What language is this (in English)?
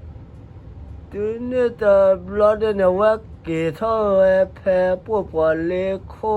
S'gaw Karen